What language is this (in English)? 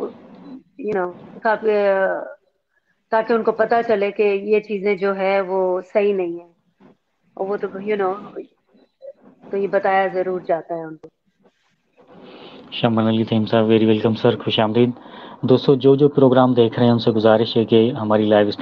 Urdu